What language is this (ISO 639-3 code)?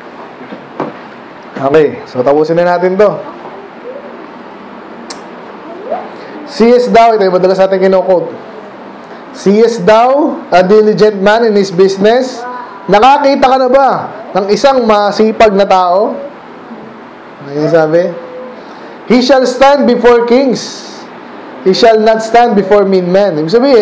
fil